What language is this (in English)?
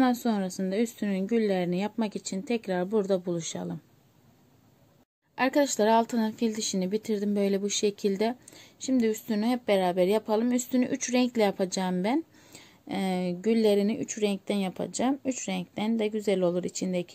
Turkish